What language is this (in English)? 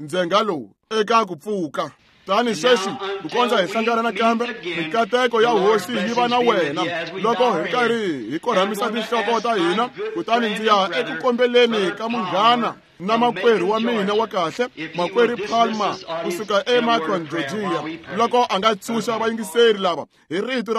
Tsonga